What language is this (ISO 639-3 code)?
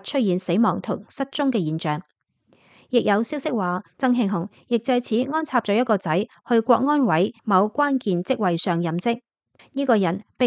yue